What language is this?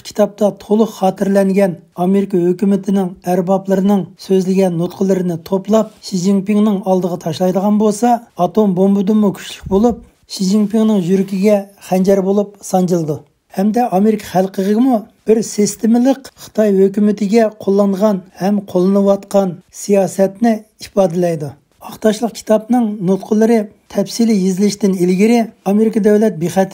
Uyghur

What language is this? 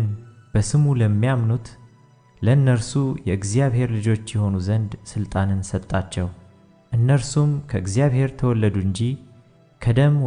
Amharic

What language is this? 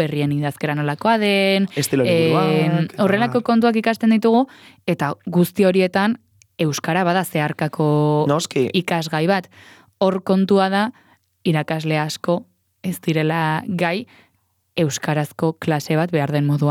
Basque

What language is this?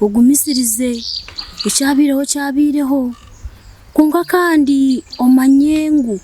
Nyankole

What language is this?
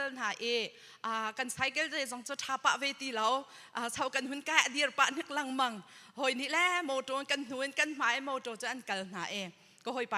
Hakha Chin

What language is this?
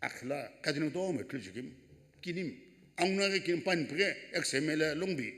Sumi Naga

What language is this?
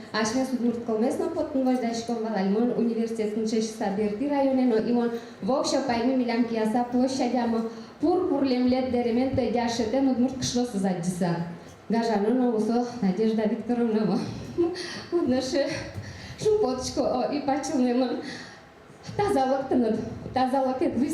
Udmurt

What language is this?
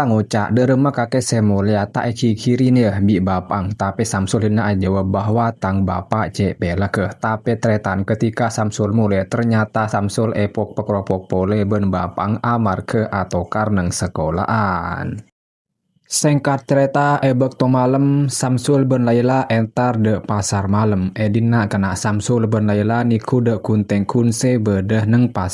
Madurese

